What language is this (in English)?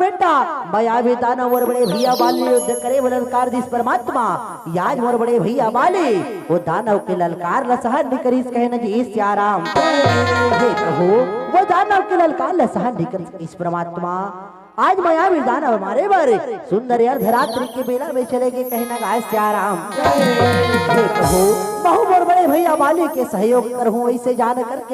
Chhattisgarhi